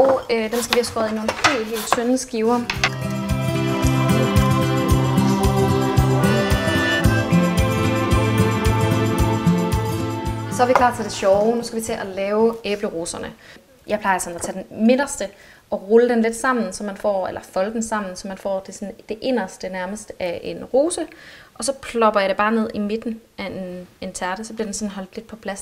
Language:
Danish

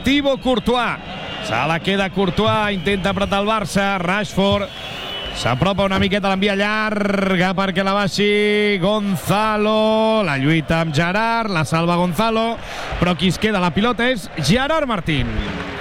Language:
Catalan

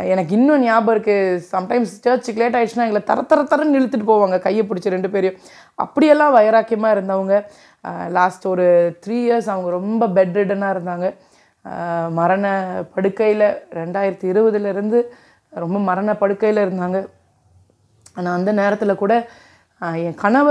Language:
Tamil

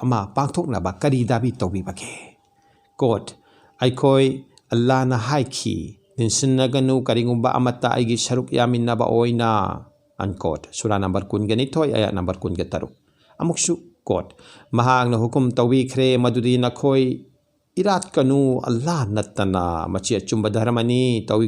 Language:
Manipuri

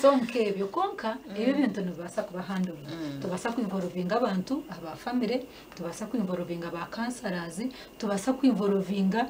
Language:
Nyankole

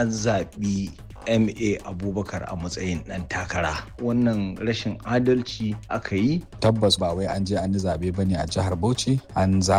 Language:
Hausa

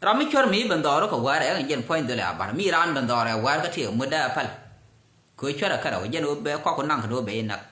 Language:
Nuer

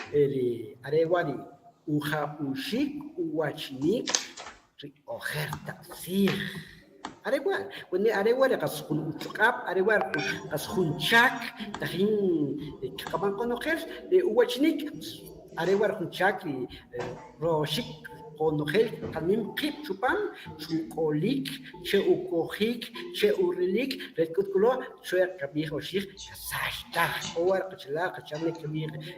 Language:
Kʼicheʼ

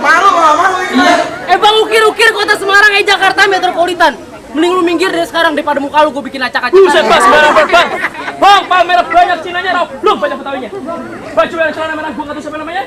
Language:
Betawi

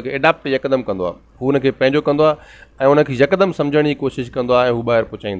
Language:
Sindhi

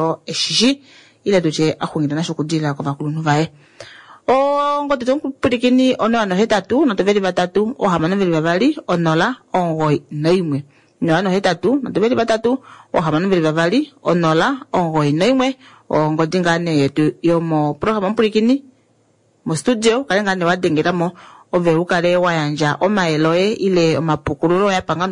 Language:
Kuanyama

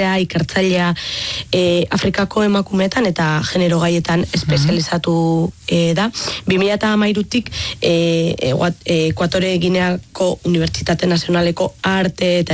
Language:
Basque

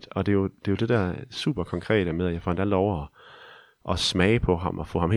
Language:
Danish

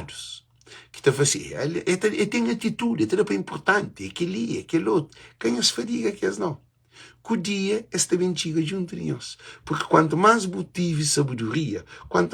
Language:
Kabuverdianu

